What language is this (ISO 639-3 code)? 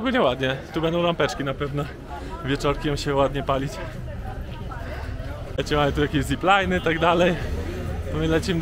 pol